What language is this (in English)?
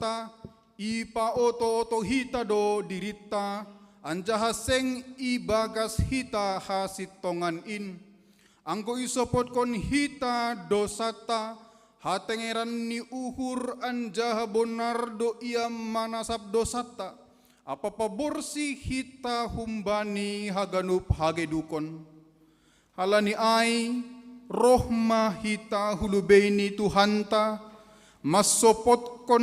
Batak Simalungun